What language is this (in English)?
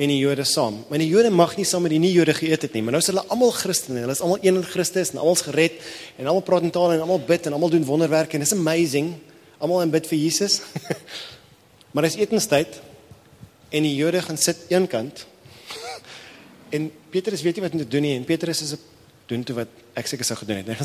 Afrikaans